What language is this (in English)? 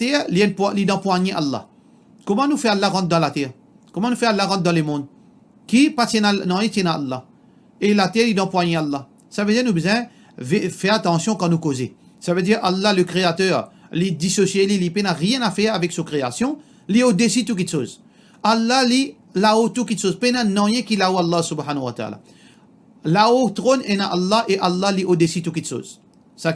Morisyen